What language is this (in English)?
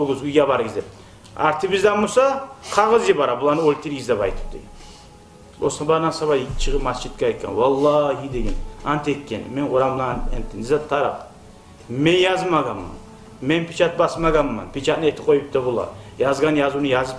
Kumyk